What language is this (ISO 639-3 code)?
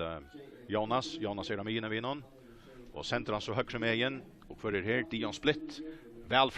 fao